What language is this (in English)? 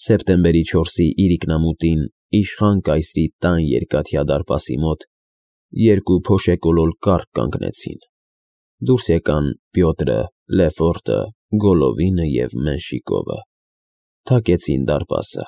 Armenian